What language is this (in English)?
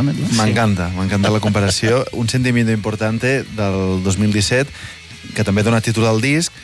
Catalan